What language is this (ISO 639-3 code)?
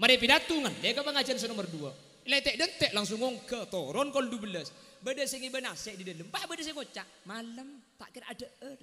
mad